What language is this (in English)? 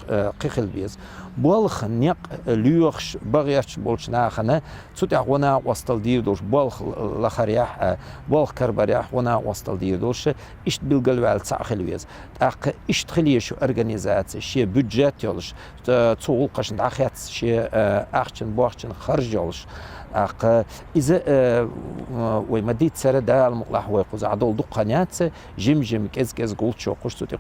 Chechen